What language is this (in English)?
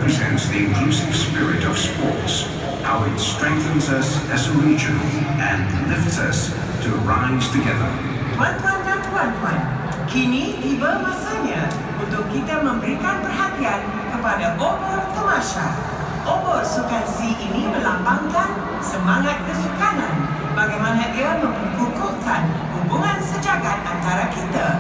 Malay